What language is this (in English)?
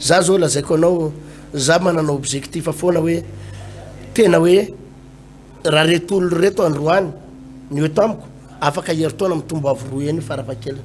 Malagasy